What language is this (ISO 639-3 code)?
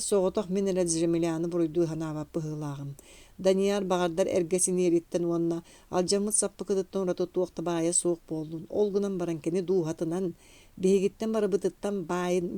sah